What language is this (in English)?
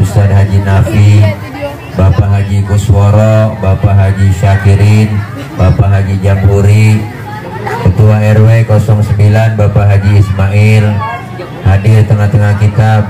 Betawi